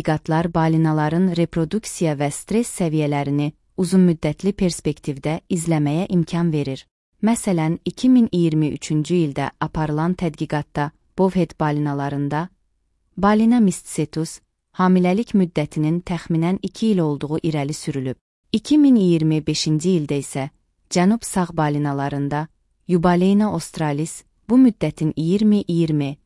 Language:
Azerbaijani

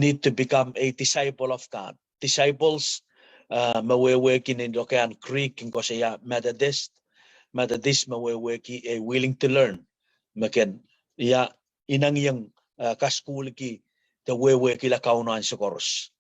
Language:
Pohnpeian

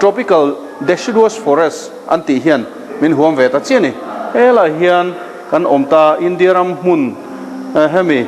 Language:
Mizo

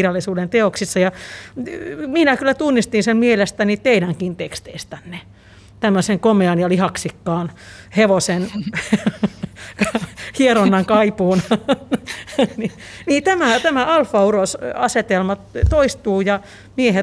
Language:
Finnish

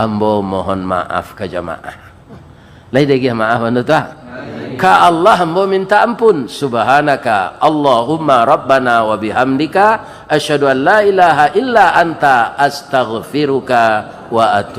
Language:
Minangkabau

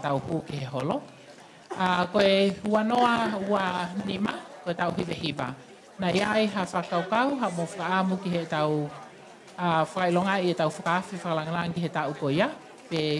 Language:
Tongan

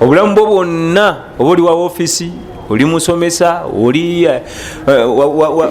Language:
Ganda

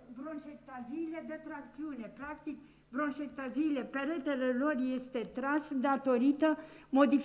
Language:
Romanian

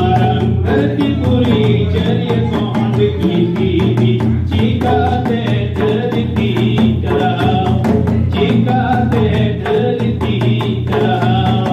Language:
Santali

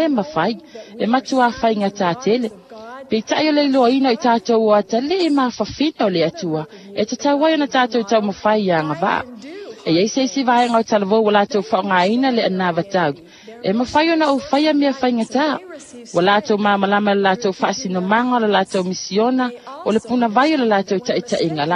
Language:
Samoan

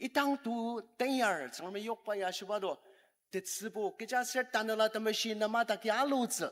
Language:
Ao Naga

